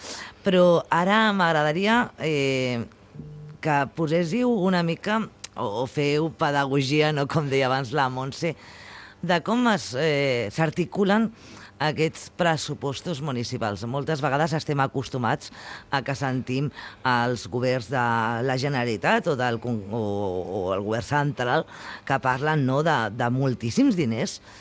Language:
Catalan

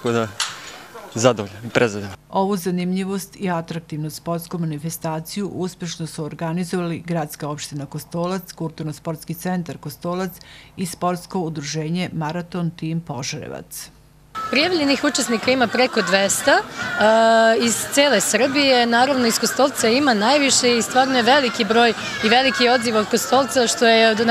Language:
Serbian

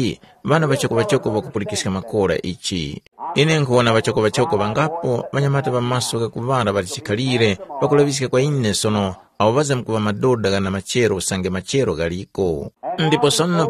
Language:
Tumbuka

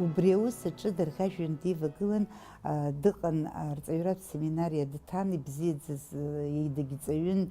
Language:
Abkhazian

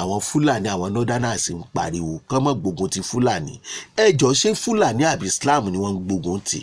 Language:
Yoruba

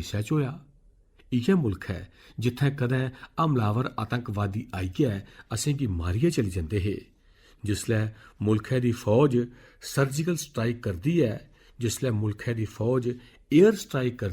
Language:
Dogri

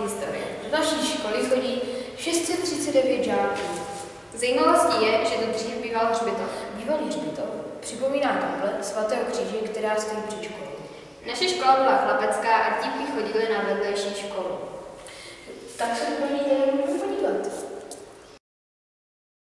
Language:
Czech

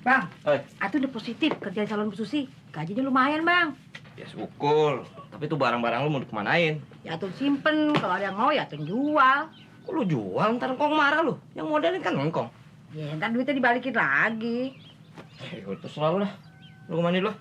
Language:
Betawi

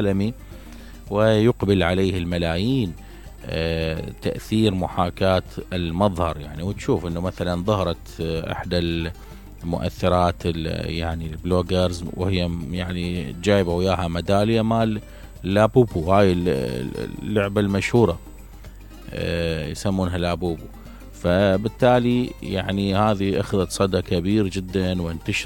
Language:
Mesopotamian Arabic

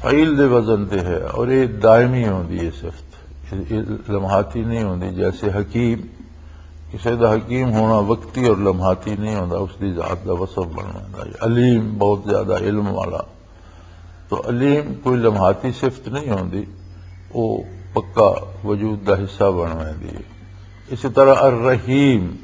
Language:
Western Panjabi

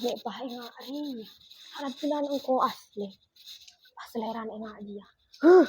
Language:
Madurese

